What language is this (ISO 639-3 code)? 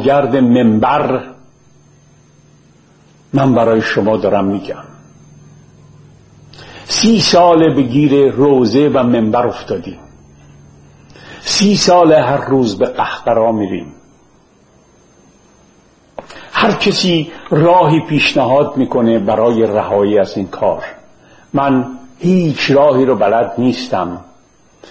fas